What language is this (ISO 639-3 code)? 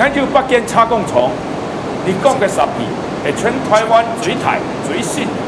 hak